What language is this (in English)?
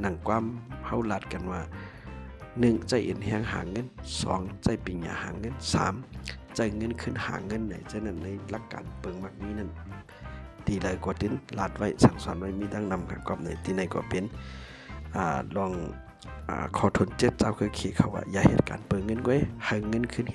Shan